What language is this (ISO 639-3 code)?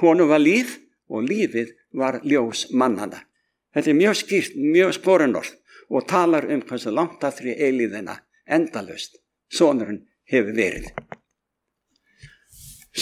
isl